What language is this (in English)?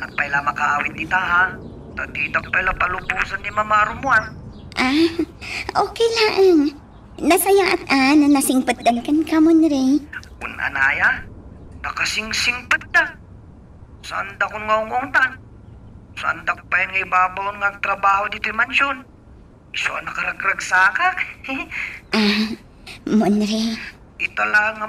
Iloko